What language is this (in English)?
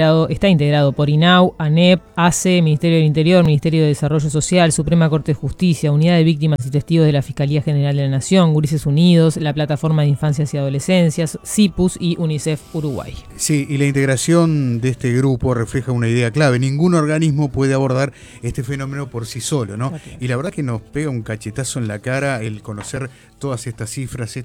Spanish